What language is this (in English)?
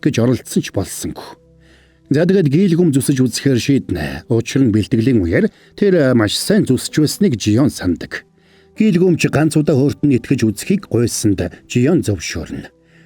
Mongolian